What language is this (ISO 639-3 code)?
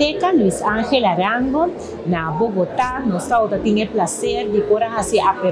pap